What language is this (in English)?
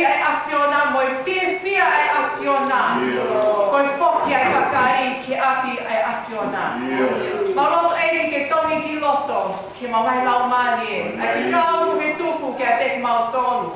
Tongan